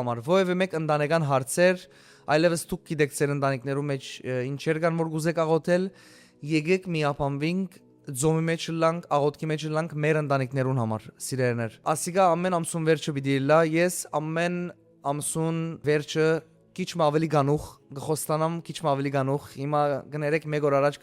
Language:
Western Armenian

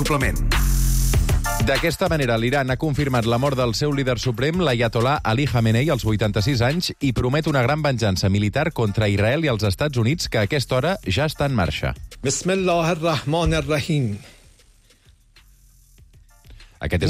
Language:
Catalan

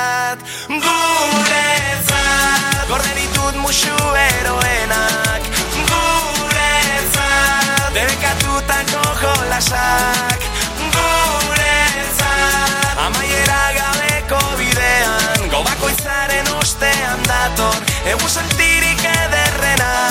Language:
Basque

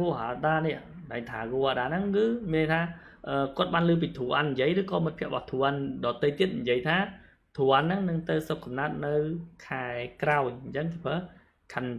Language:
Khmer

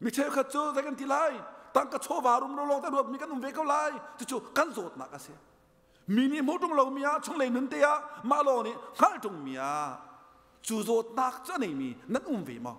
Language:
Hakha Chin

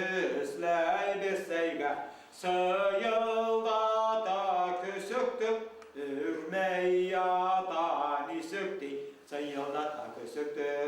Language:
Bashkir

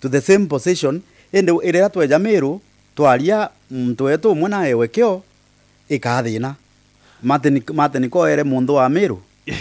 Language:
Meru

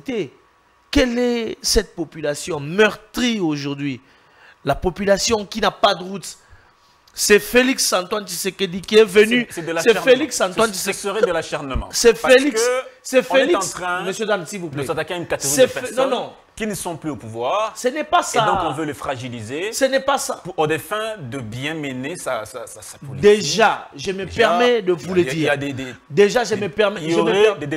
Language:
French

